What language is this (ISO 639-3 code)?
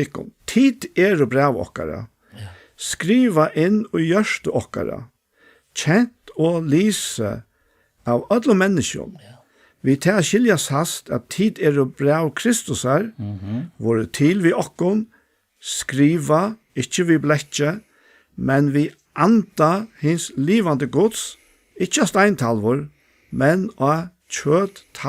fao